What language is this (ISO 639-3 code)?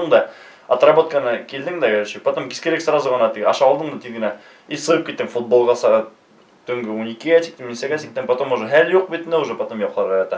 bak